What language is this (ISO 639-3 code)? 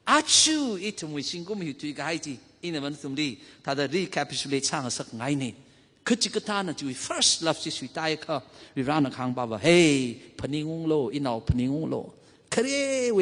nmf